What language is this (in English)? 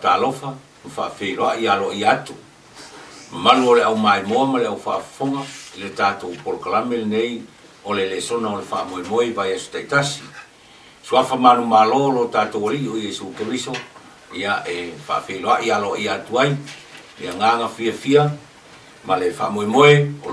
Samoan